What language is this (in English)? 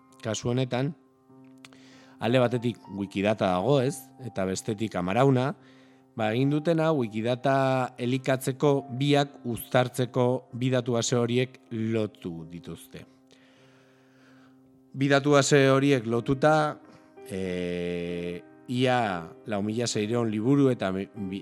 Basque